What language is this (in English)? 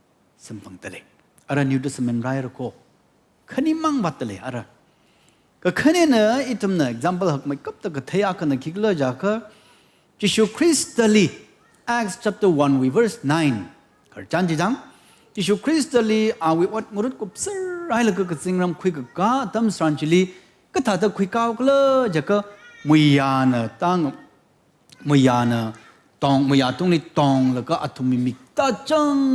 Tangkhul Naga (India)